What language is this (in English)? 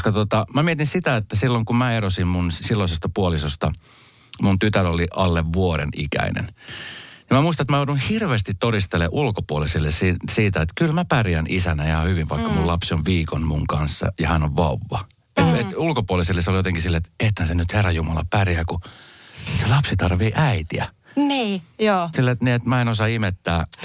Finnish